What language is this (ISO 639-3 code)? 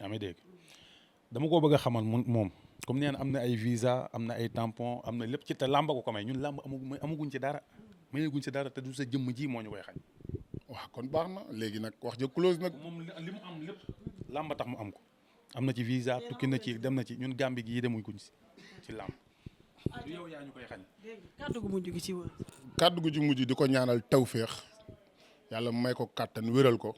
wol